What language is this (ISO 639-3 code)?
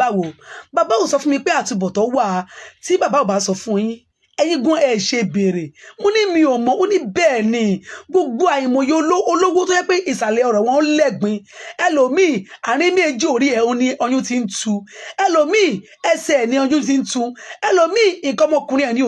yor